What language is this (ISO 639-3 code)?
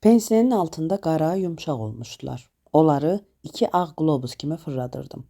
aze